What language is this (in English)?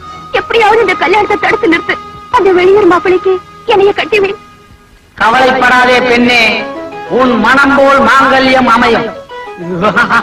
Tamil